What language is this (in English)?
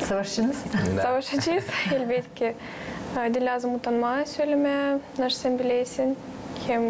Gagauz